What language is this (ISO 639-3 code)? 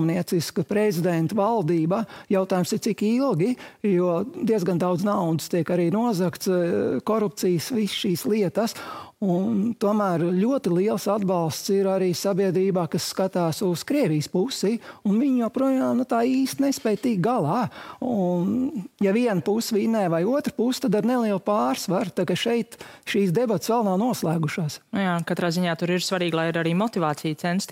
lav